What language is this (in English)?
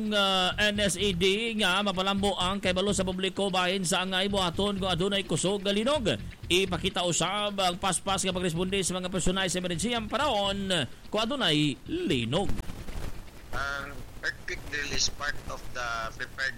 Cebuano